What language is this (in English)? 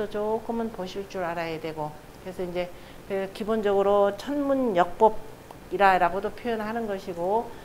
Korean